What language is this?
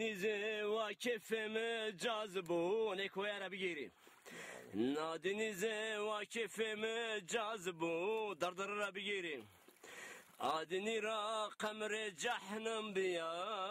Zaza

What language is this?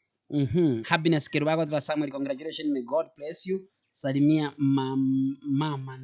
Gusii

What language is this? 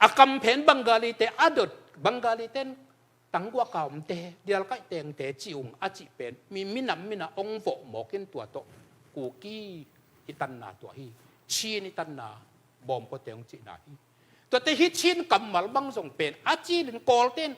Tedim Chin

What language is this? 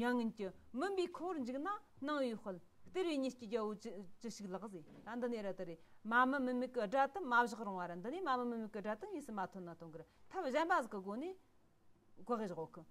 Tibetan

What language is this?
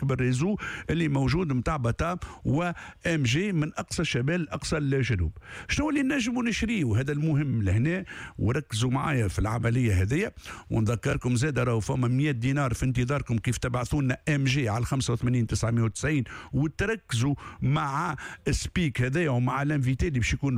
Tunisian Arabic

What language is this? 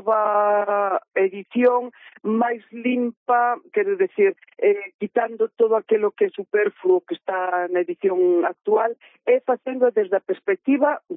Galician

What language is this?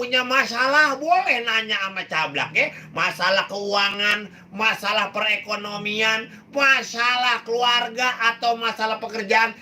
Betawi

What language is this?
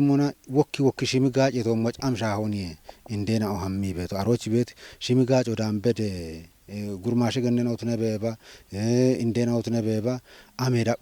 Kafa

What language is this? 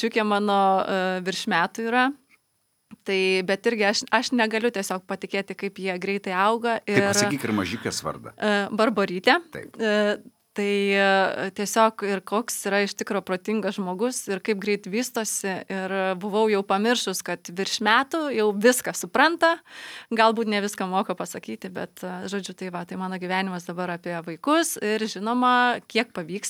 Lithuanian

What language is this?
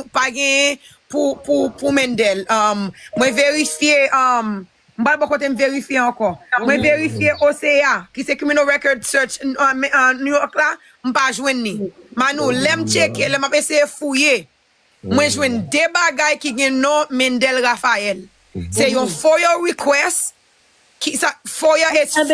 Haitian Creole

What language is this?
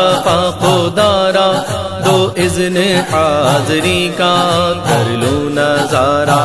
Urdu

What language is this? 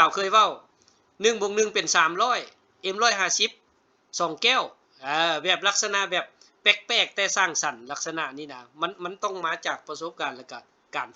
Lao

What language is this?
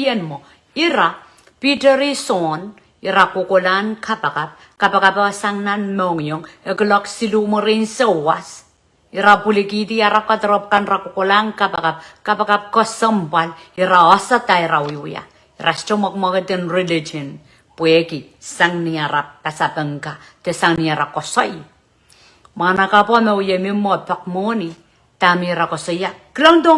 Pohnpeian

